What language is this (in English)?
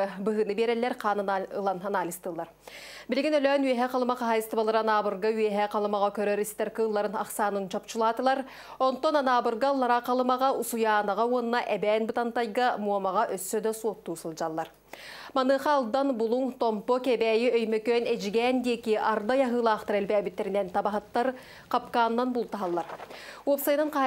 Yakut